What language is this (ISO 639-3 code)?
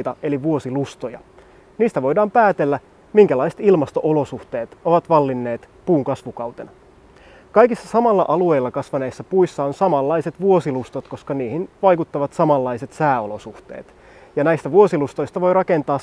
fin